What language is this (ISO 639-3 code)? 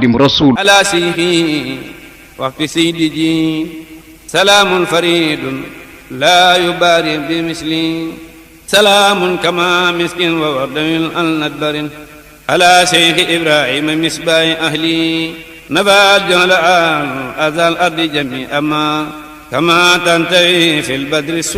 wol